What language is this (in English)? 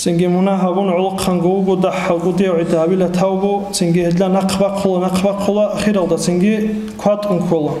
Avaric